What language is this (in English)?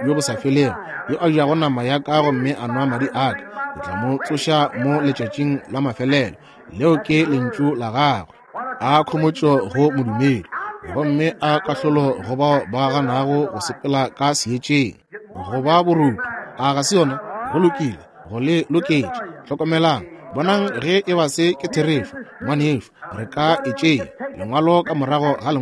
Northern Sotho